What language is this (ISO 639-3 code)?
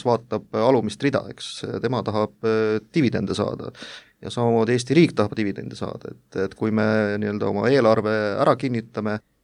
est